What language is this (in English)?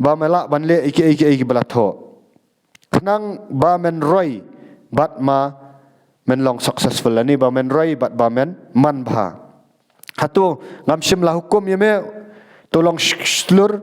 Khasi